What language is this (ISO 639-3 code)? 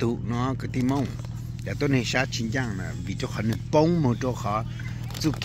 hmn